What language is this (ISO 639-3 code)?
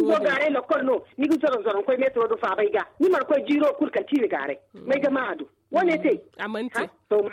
dje